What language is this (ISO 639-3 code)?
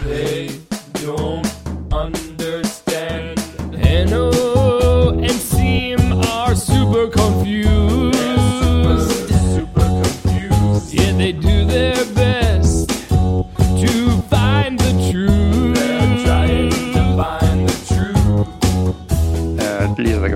est